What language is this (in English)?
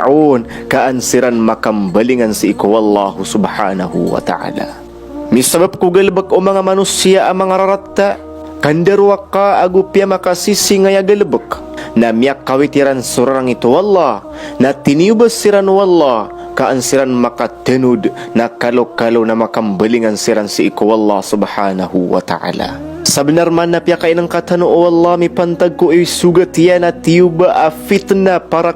Maranao